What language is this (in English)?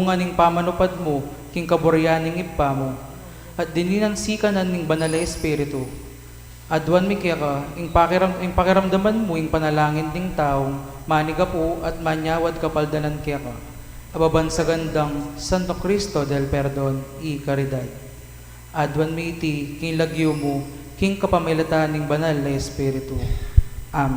Pampanga